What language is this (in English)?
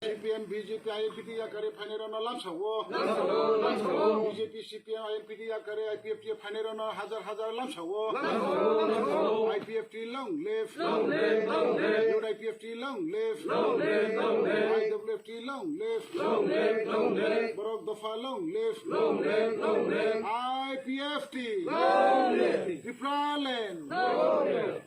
Kok Borok